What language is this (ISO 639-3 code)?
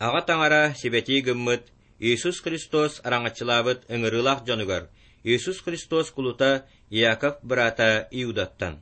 sah